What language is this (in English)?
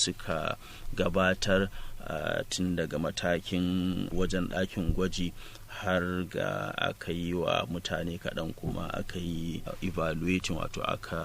Hausa